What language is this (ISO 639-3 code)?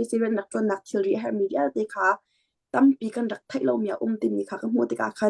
cnh